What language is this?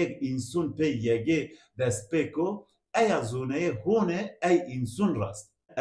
Zaza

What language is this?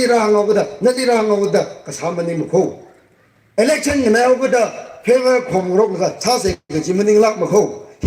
Tangkhul Naga (India)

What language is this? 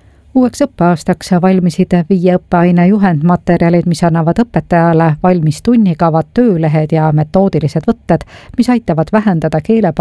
Estonian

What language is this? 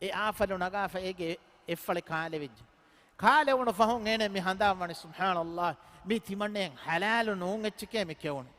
Divehi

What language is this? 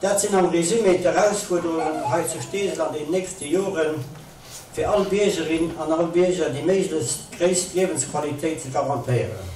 Luxembourgish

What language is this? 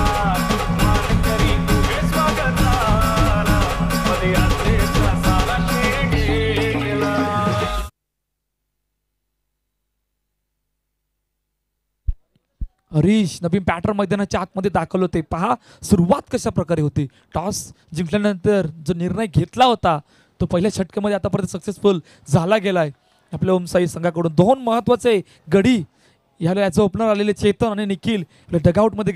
Marathi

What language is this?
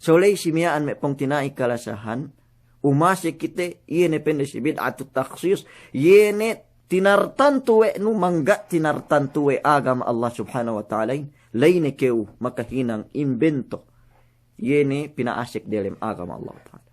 Yakan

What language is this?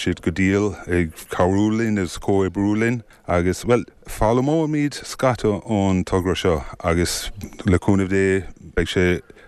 Irish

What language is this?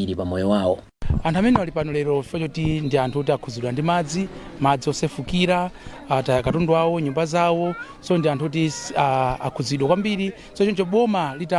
Nyanja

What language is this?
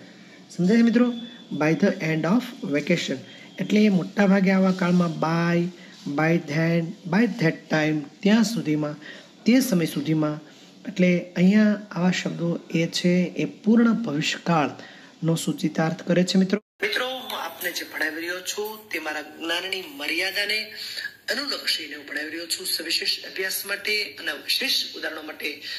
Gujarati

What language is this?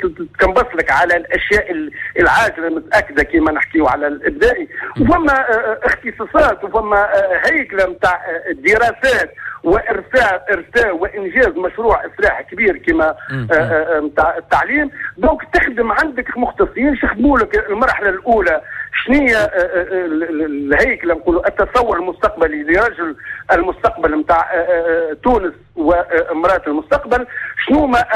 Tunisian Arabic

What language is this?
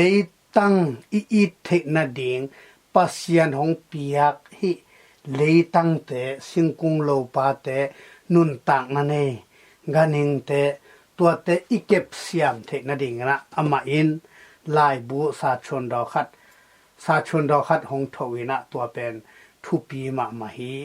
Tedim Chin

